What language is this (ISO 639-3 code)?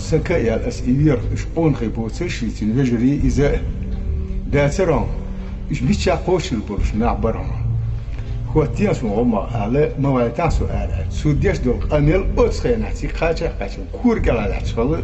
che